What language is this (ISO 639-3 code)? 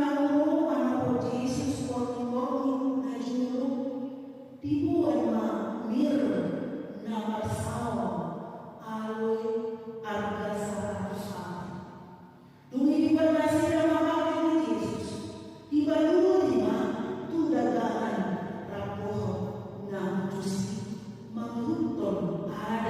bbc